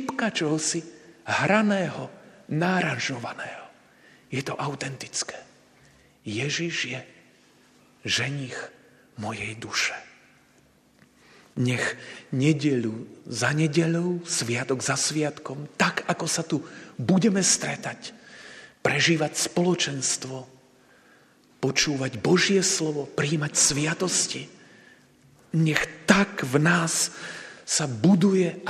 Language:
Slovak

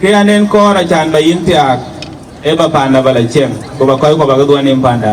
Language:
Dinka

